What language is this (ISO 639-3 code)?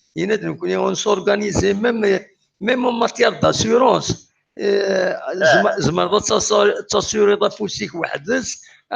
kab